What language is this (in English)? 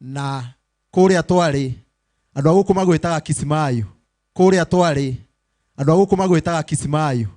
Kikuyu